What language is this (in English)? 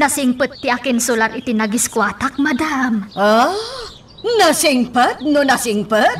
Iloko